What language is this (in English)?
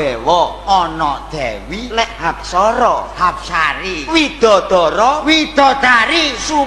Javanese